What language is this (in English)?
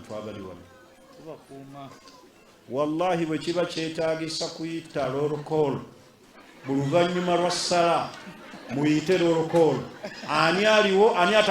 Ganda